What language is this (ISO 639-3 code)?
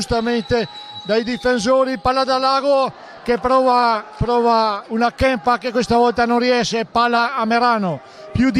ita